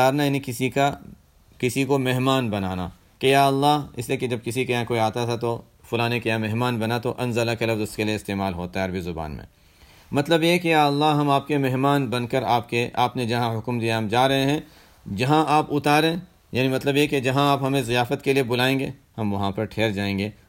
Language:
Urdu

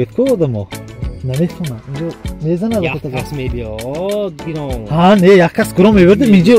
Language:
Tajik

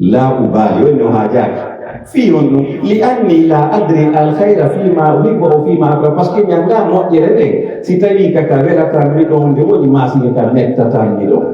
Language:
Pular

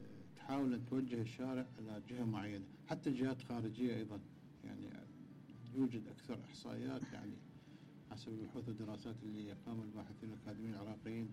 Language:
Mesopotamian Arabic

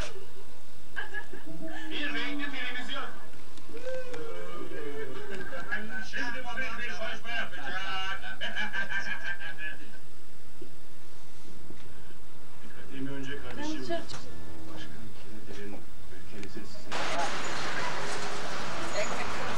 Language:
Turkish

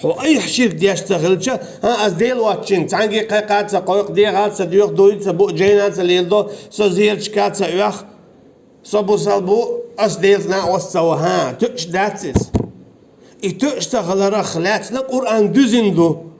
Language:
Chechen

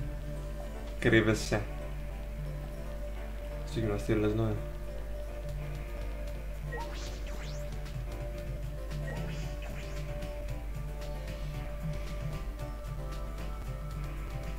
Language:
Greek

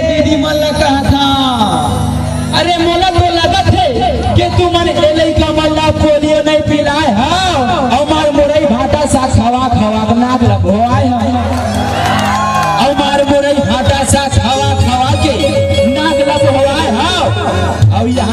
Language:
Chhattisgarhi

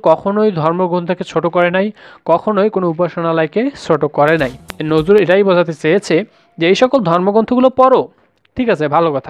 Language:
Bangla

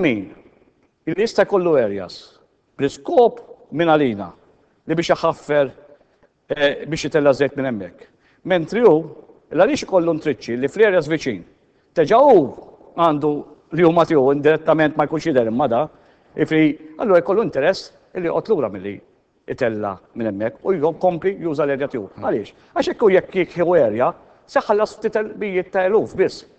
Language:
Maltese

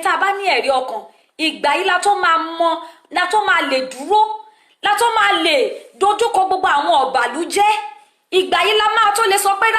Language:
Yoruba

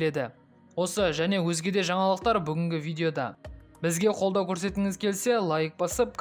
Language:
Kazakh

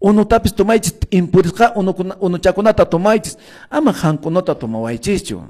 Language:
Quechua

